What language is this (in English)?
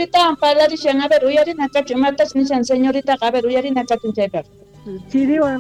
South Bolivian Quechua